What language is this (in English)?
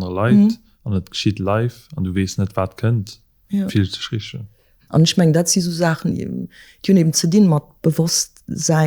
Luxembourgish